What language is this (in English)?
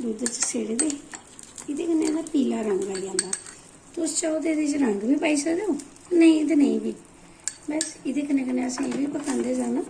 Dogri